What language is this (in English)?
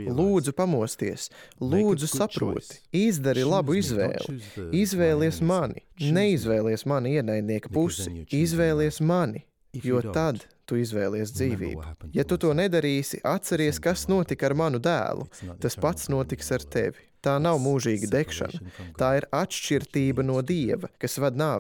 Latvian